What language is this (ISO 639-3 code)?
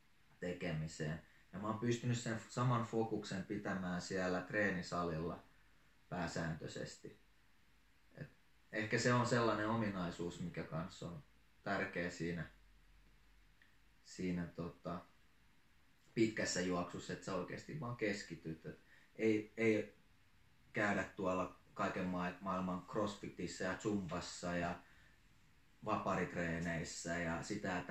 fin